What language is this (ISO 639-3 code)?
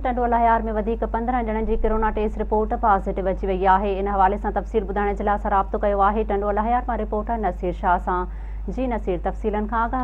snd